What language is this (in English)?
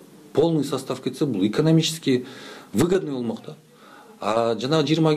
Kyrgyz